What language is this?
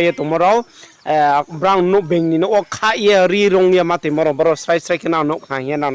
Riang (India)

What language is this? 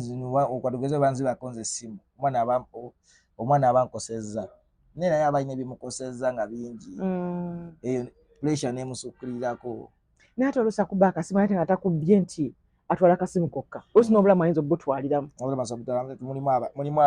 Ganda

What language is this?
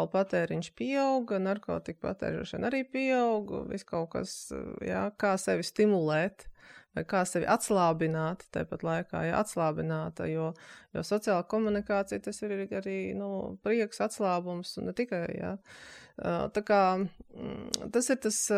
Latvian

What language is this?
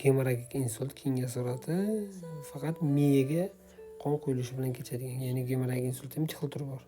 Uzbek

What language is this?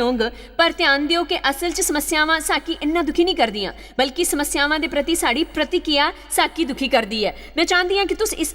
Dogri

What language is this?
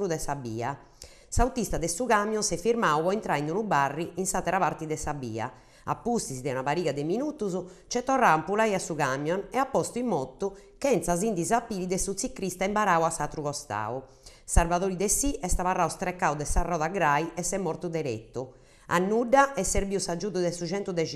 Sardinian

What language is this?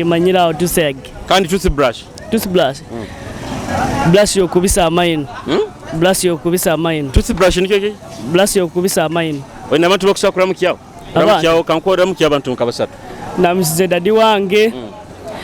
Nyoro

